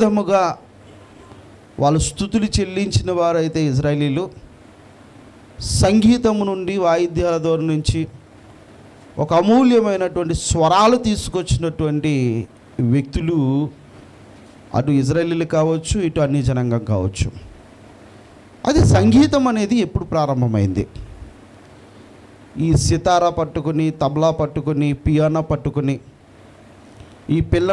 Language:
Telugu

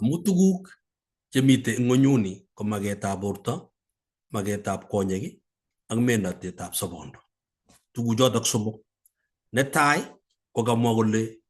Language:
Kalenjin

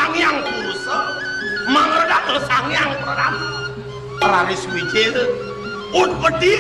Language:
Balinese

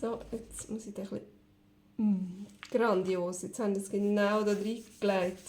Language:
Swiss German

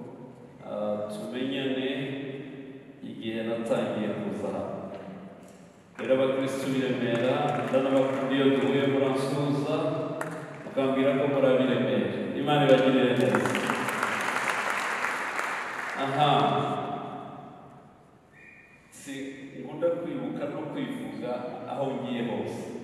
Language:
Kinyarwanda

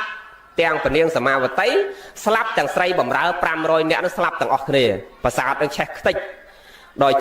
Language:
Khmer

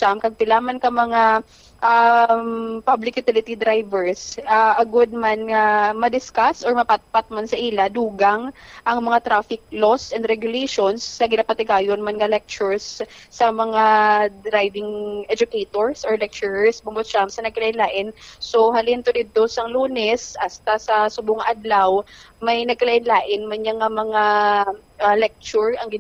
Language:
Hiligaynon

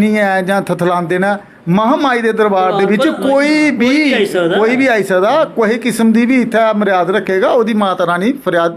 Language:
Dogri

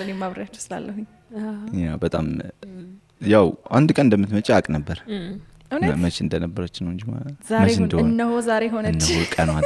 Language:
Amharic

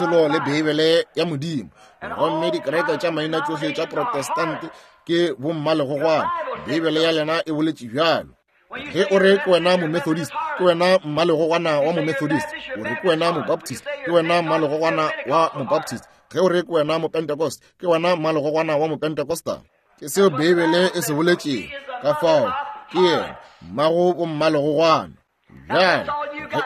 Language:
Northern Sotho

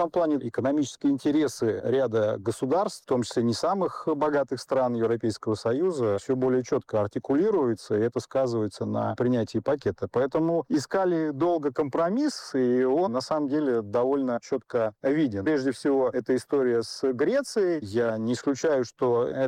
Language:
Russian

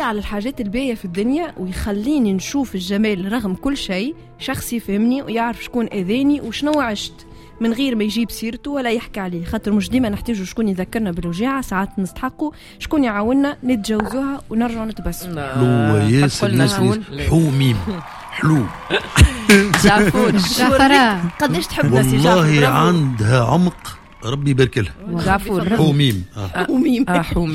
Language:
Tunisian Arabic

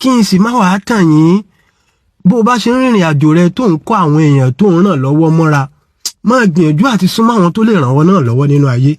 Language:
Yoruba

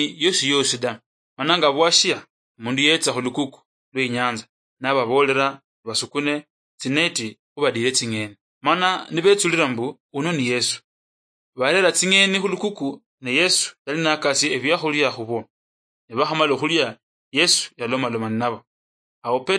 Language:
Luyia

